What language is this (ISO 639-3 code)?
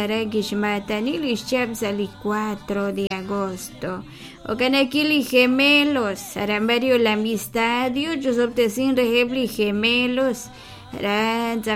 kek